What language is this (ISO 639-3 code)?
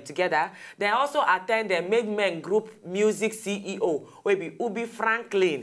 pcm